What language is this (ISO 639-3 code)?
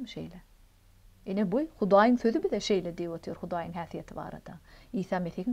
tuk